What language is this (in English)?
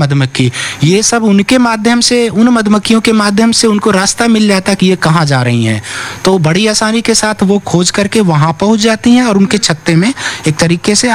Hindi